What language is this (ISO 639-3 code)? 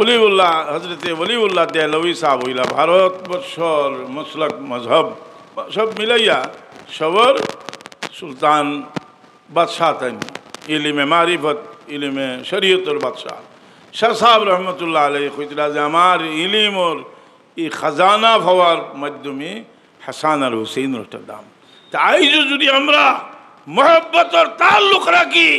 syl